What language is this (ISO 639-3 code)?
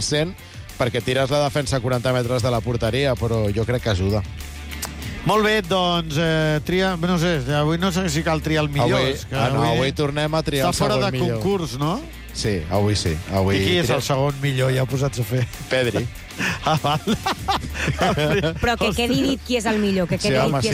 cat